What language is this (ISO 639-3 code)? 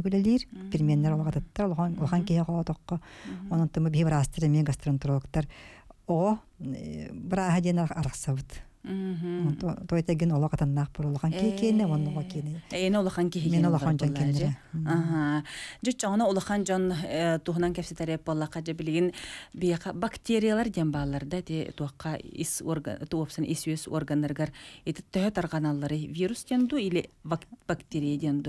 sah